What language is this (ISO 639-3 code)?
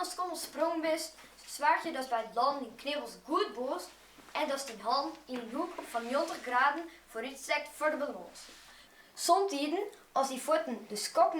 fry